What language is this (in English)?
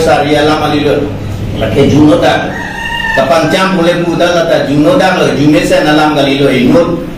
Karbi